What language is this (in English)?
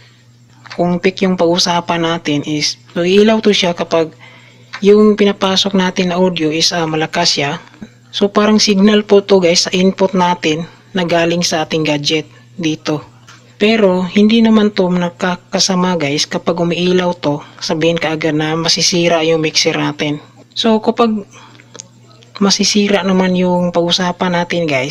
Filipino